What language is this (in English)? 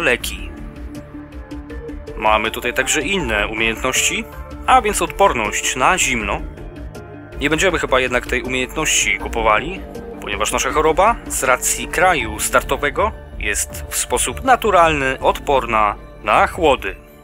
Polish